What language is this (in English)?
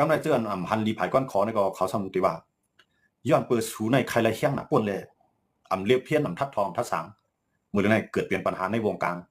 Shan